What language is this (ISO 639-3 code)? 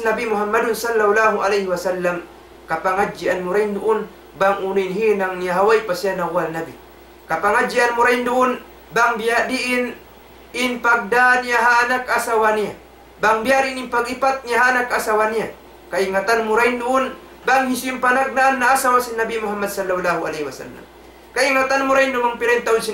tsg